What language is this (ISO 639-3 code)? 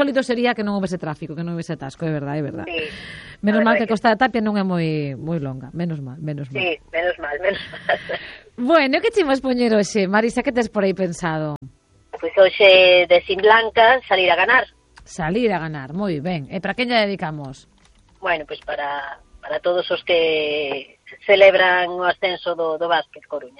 glg